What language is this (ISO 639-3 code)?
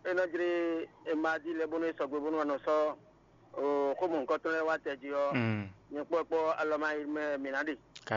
fon